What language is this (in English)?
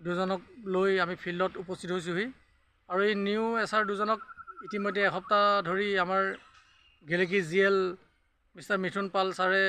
Assamese